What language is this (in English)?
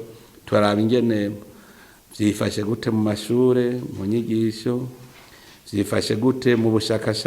Rundi